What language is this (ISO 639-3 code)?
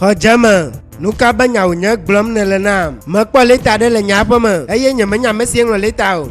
ewe